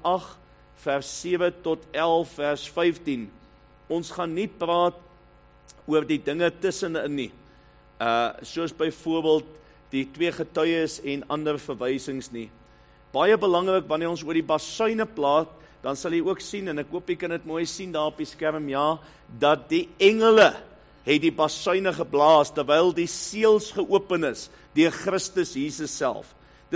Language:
Afrikaans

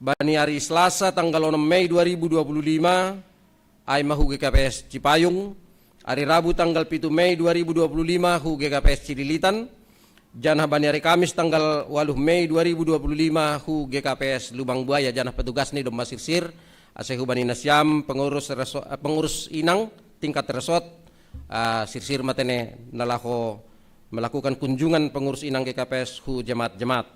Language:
Batak Simalungun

